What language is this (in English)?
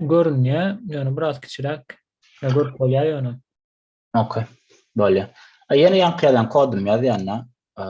Turkmen